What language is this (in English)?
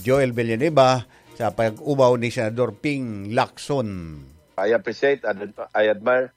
Bikol